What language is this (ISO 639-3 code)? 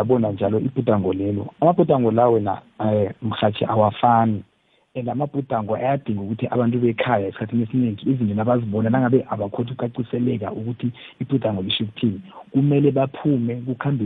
nbl